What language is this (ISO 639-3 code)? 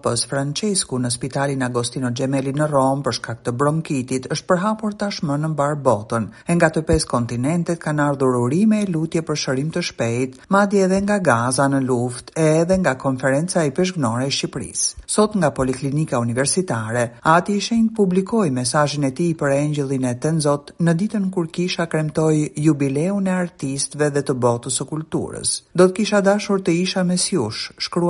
sqi